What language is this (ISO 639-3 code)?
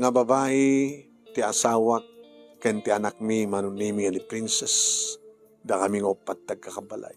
ilo